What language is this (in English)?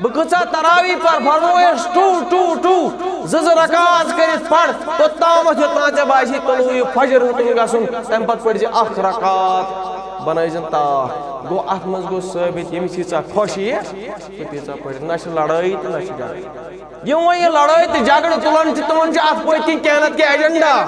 Kashmiri